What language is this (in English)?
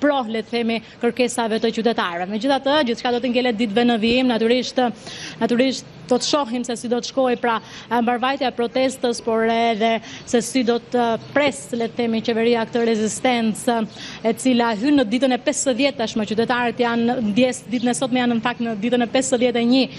Albanian